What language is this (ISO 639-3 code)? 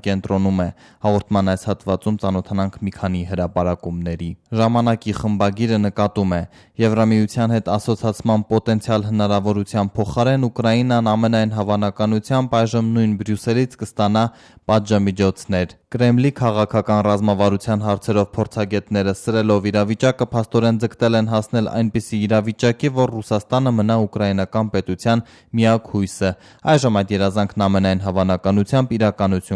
hye